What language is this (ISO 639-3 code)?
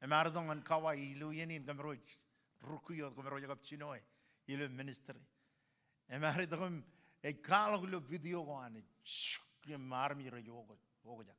mah